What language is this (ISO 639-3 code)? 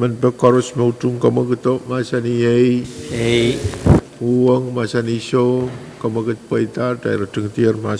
pon